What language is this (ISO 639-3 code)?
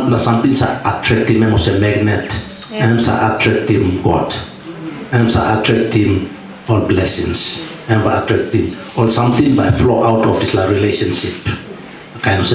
tpi